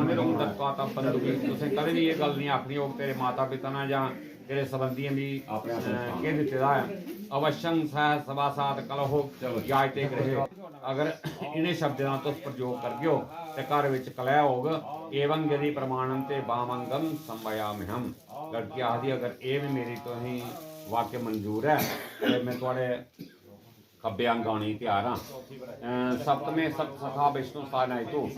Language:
Dogri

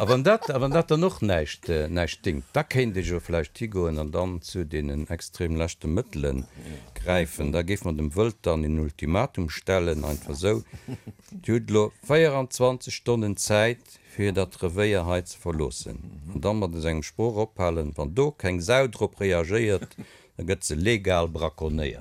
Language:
Luxembourgish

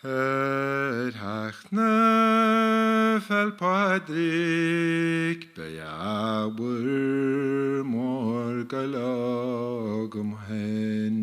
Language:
Irish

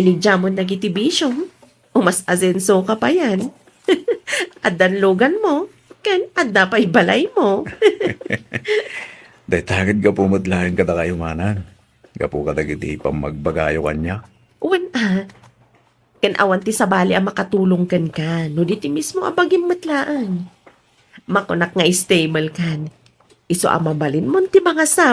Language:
Iloko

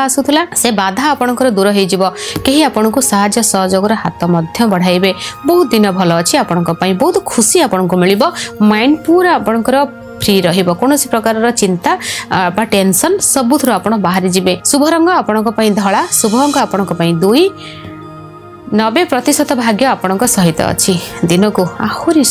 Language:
Odia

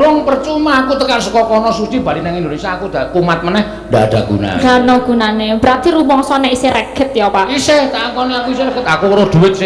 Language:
Javanese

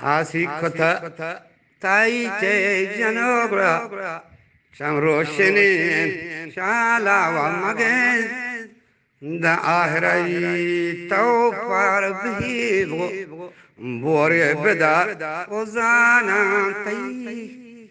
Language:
Eastern Balochi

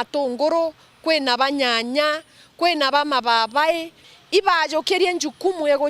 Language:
Meru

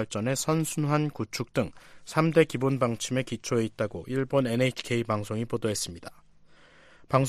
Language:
Korean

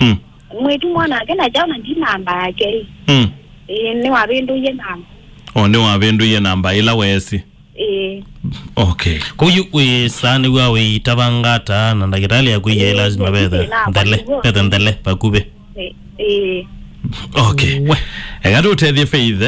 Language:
Kamba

